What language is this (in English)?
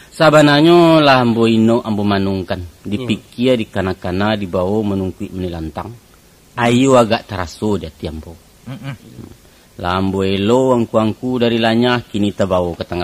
Minangkabau